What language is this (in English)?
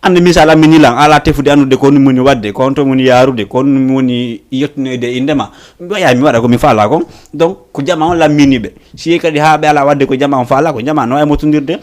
Fula